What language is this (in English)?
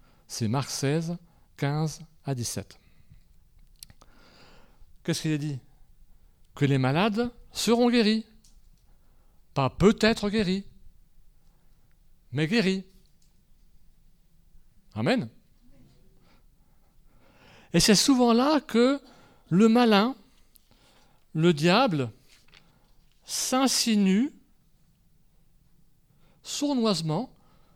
French